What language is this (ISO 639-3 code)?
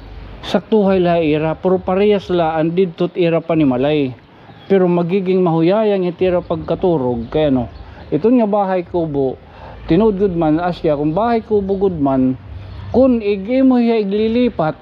war